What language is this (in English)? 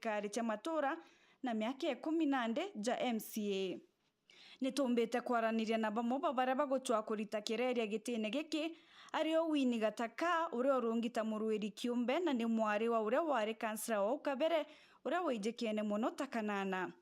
Meru